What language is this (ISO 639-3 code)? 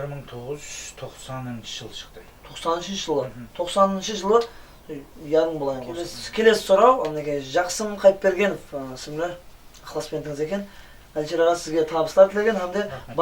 kaa